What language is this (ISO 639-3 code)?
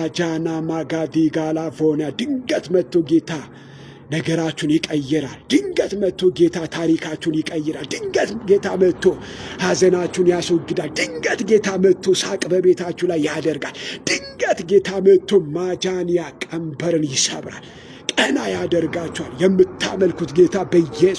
amh